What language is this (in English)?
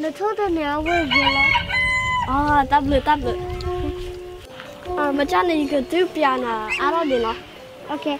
S'gaw Karen